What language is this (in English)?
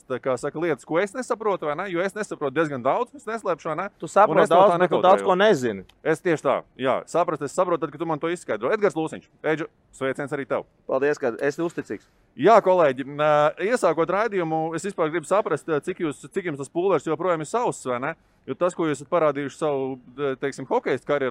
Latvian